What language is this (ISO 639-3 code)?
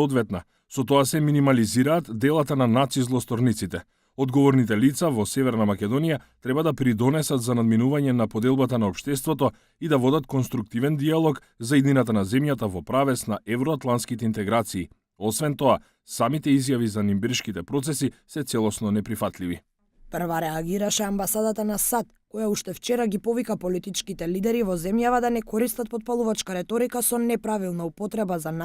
mkd